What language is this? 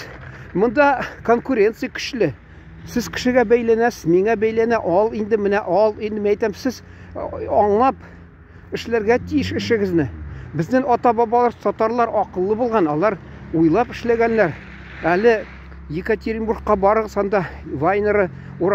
Tatar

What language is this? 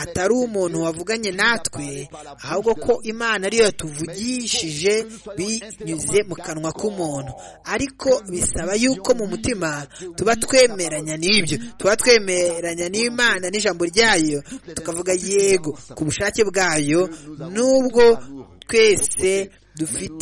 Kinyarwanda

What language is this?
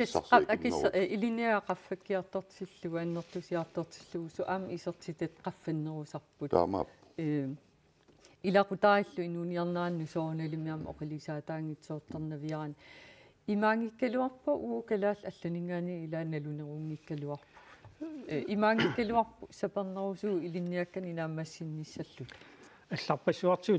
Kalaallisut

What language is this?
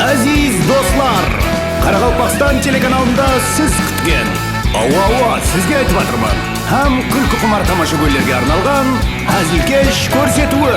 Kara-Kalpak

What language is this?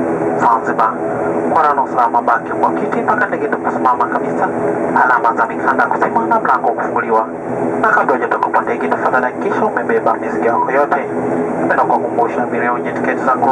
Swahili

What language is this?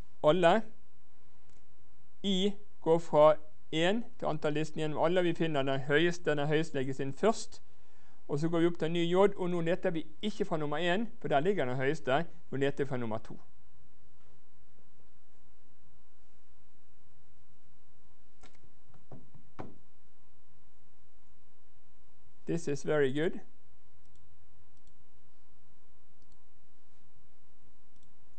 Norwegian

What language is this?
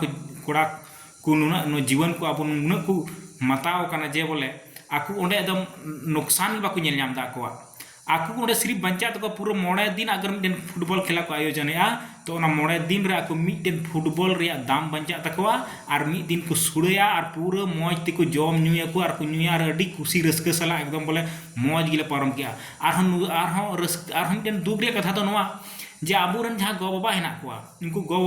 Santali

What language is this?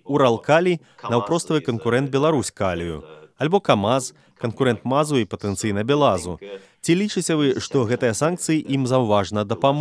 Belarusian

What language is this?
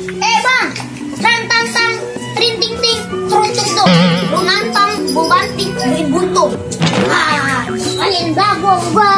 Betawi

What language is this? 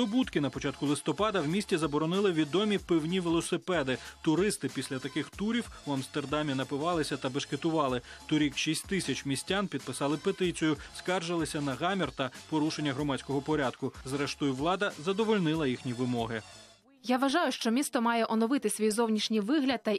Ukrainian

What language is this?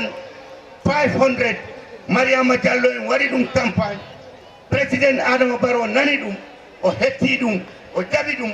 Fula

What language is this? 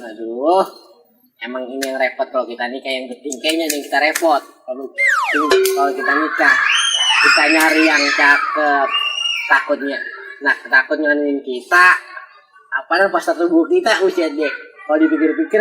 Betawi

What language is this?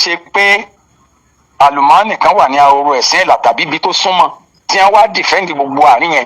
Yoruba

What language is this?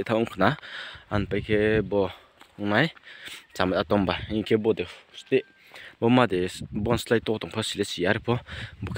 Riang (India)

